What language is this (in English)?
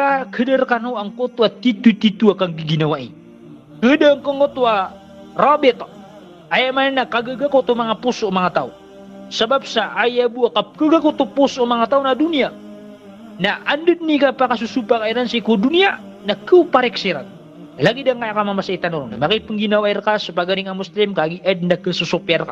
Maranao